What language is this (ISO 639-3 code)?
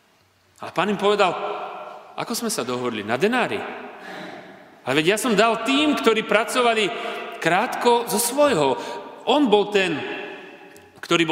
slk